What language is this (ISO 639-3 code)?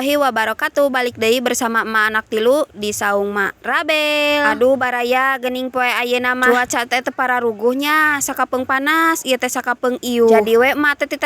sun